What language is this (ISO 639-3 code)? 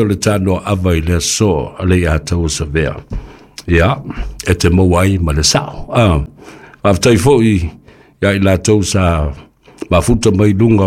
smo